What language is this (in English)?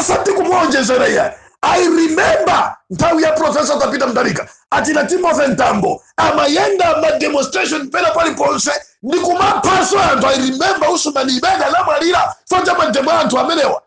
Nyanja